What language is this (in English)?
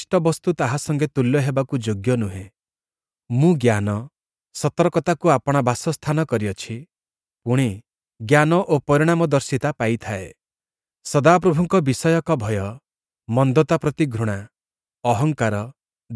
Odia